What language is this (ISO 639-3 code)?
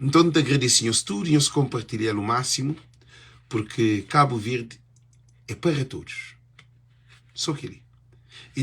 kea